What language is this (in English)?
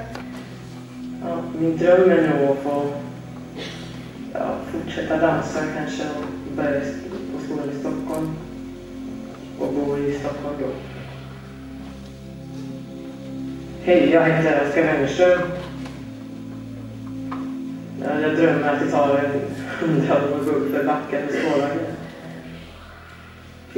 Swedish